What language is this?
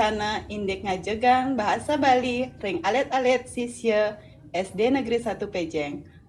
Balinese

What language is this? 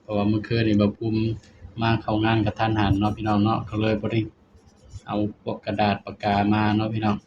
Northeastern Thai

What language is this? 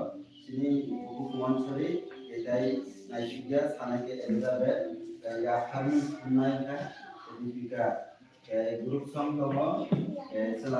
Kok Borok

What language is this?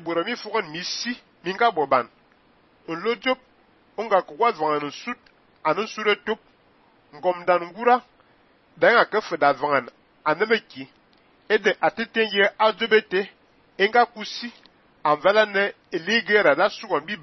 Fang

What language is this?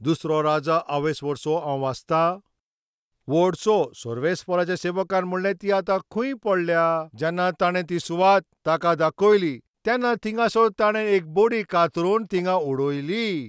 Konkani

